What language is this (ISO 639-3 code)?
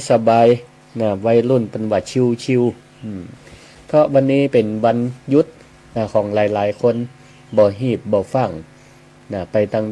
nod